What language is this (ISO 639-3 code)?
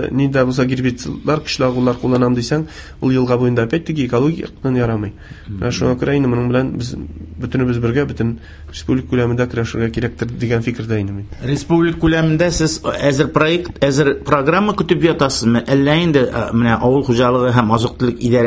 tat